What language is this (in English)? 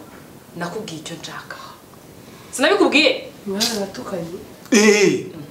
Kinyarwanda